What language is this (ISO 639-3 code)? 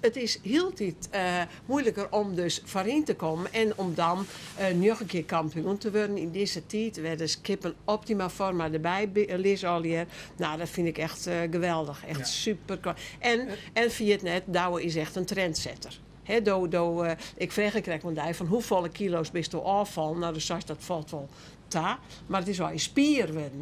fry